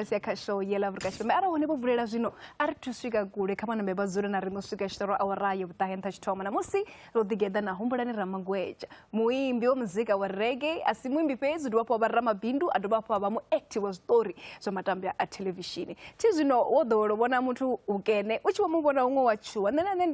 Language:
Venda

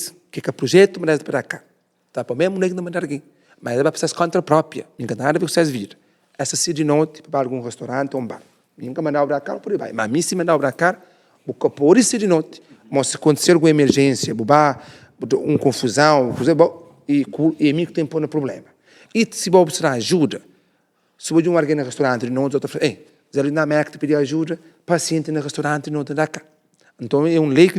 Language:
Kabuverdianu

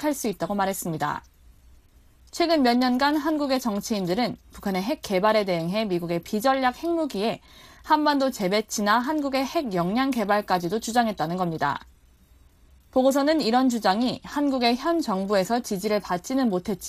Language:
Korean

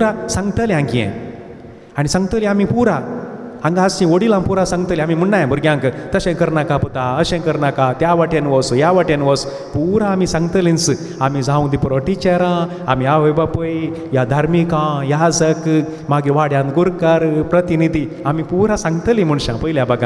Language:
Konkani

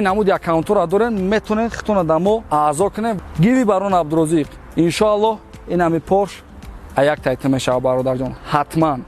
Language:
Tajik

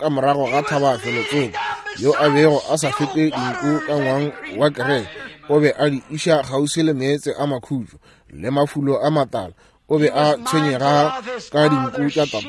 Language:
Northern Sotho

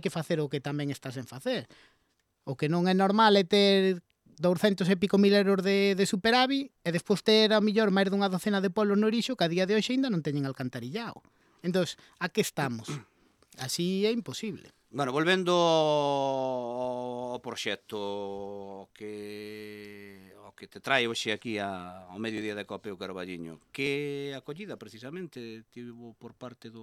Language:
Galician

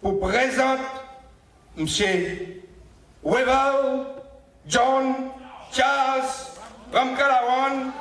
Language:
Seselwa Creole French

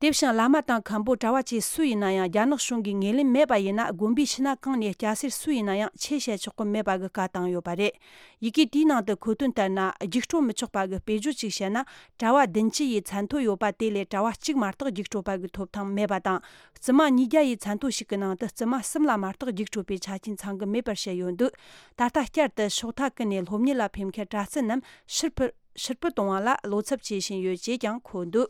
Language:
Tibetan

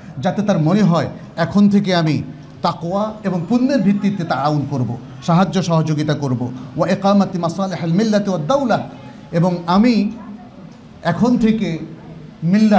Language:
Bangla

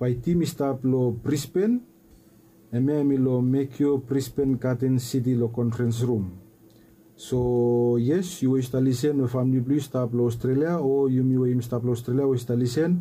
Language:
Bislama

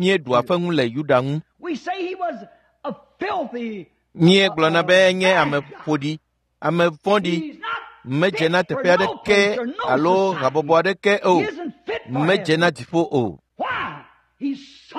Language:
Ewe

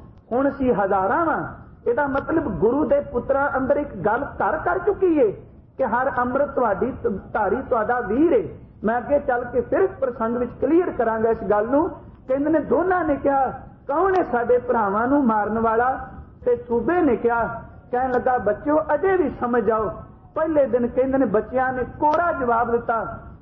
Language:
Punjabi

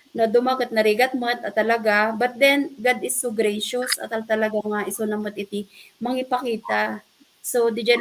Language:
Iloko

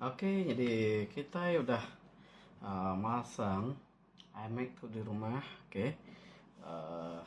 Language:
Iban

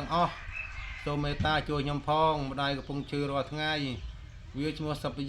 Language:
Khmer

